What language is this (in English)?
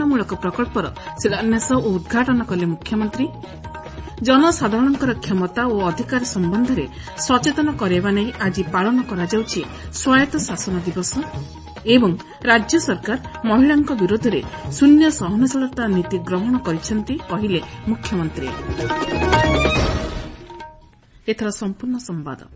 Odia